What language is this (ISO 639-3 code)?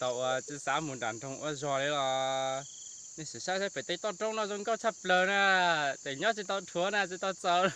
hmn